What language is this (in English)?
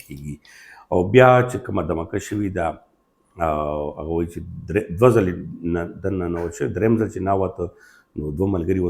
Pashto